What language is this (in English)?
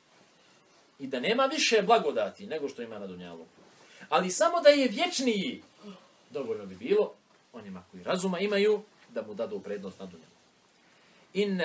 Bosnian